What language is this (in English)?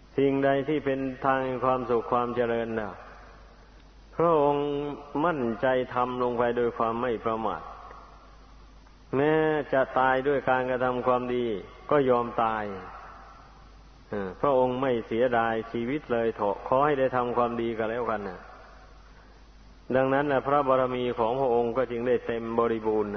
Thai